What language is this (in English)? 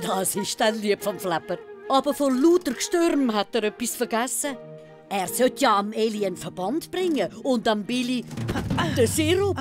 Swiss German